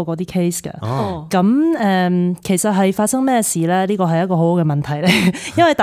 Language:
Cantonese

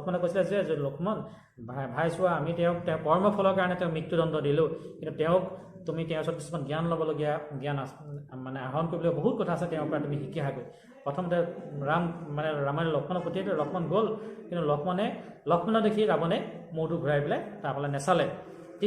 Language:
Assamese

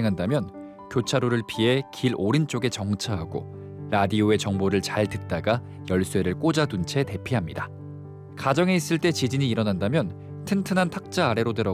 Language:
Korean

